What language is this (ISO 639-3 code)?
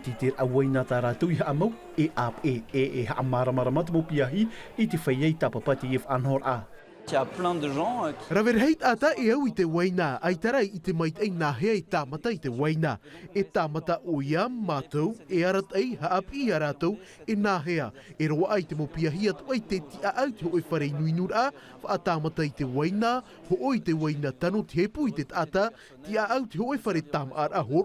tah